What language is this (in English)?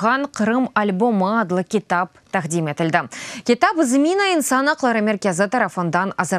Crimean Tatar